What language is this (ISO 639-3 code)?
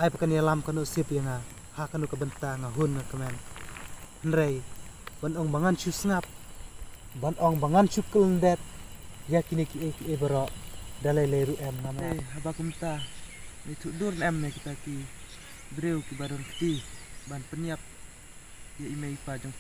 kha